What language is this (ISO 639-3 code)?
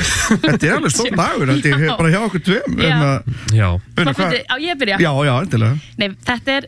isl